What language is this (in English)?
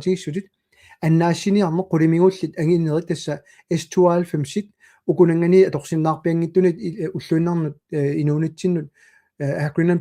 Kalaallisut